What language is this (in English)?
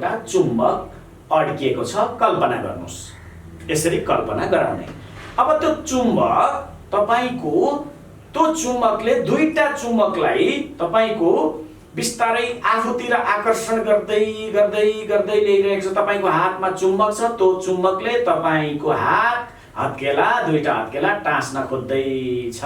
Nepali